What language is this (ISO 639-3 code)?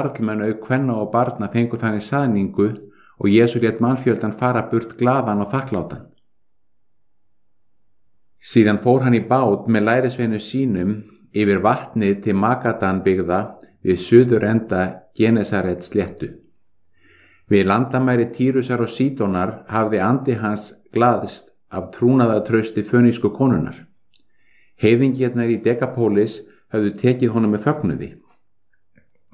isl